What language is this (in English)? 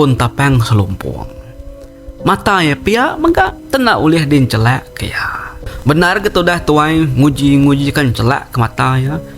Iban